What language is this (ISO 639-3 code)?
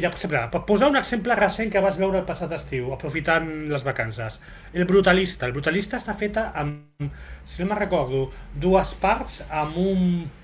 cat